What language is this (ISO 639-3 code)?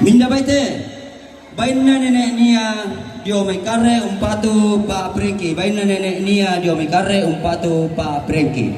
sda